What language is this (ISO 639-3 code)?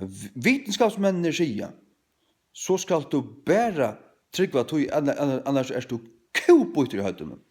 fao